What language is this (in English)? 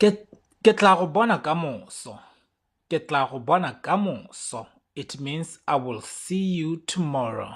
Tswana